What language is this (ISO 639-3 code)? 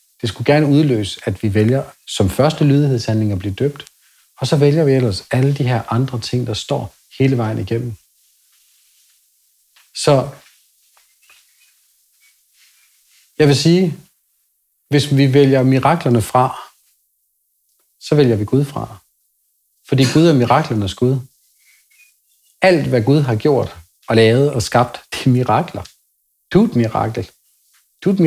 dan